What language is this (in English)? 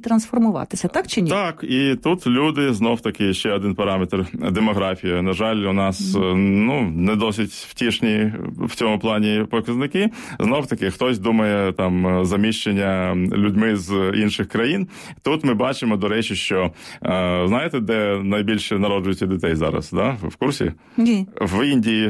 Ukrainian